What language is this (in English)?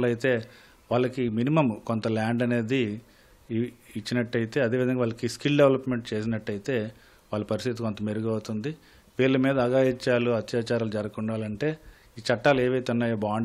Telugu